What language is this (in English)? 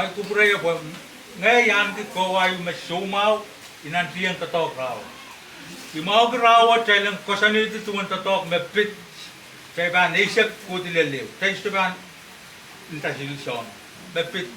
Pohnpeian